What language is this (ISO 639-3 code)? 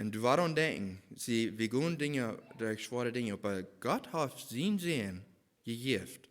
pdt